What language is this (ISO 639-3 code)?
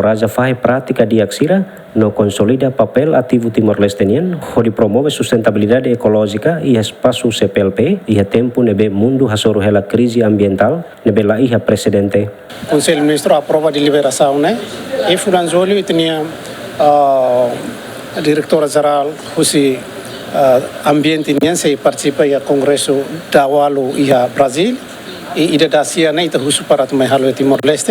tet